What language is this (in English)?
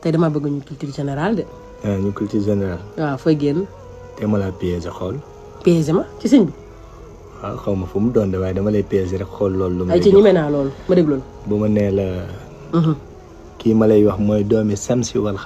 Wolof